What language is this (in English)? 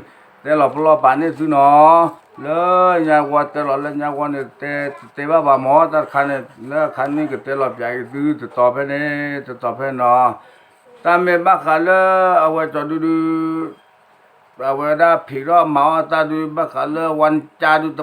S'gaw Karen